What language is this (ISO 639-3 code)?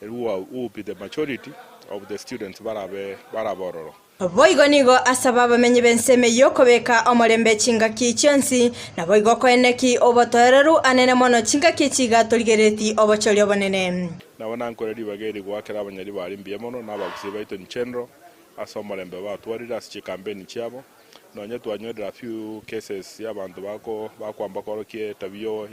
guz